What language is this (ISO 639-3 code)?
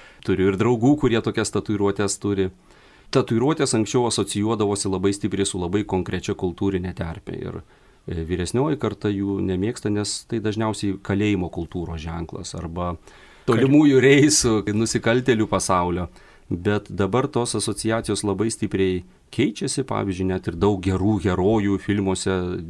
lit